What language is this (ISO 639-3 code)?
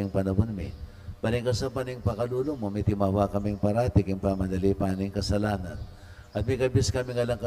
pam